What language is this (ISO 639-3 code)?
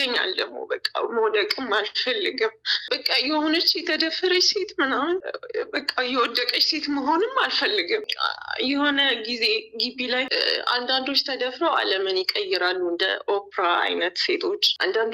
amh